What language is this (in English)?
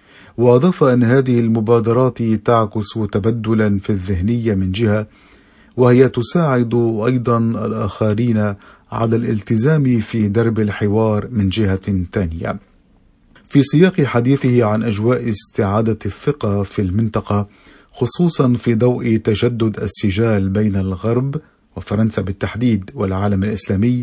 Arabic